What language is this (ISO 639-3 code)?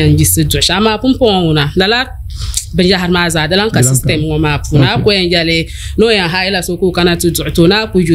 dag